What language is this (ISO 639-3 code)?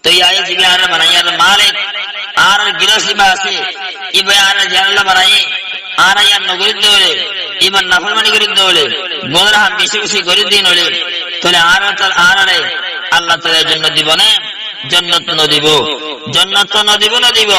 rhg